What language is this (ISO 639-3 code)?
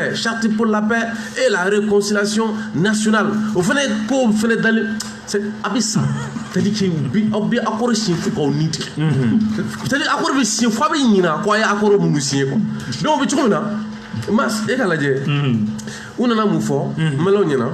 bam